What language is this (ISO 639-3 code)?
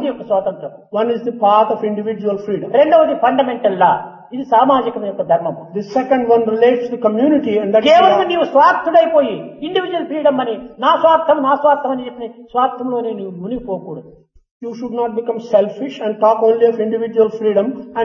tel